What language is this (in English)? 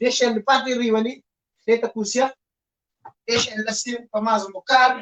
Kabuverdianu